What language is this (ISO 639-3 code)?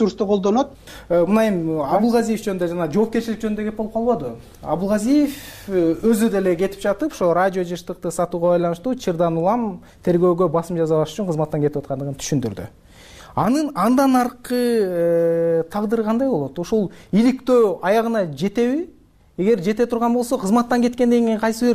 kir